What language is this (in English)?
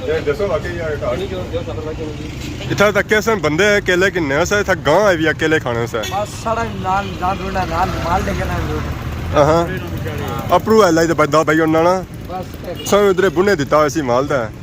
Pahari-Potwari